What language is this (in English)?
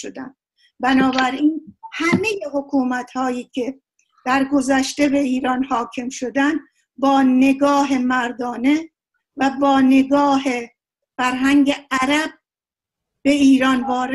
Persian